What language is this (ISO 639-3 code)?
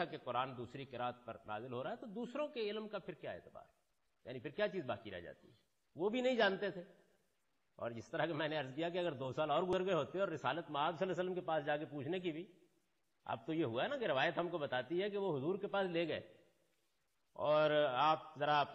urd